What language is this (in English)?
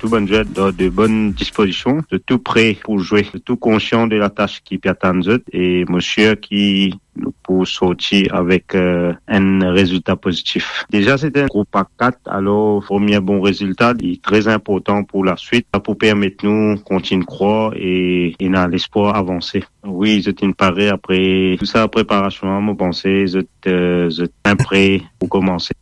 Morisyen